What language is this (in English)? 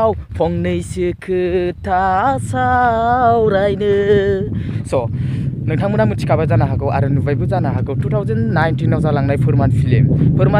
Bodo